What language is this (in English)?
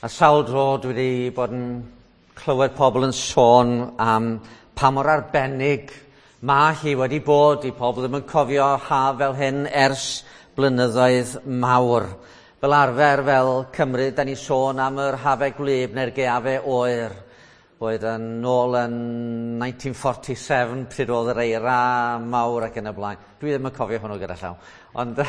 Welsh